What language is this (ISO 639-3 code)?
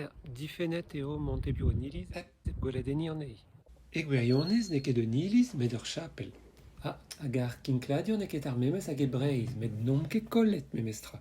bre